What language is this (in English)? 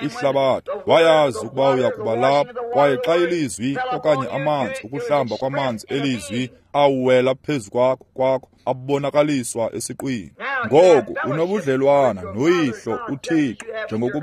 Xhosa